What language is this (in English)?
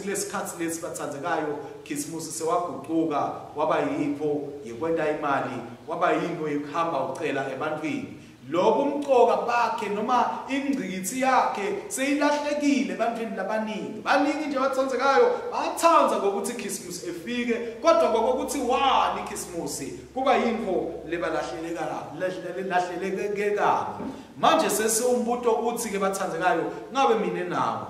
Swati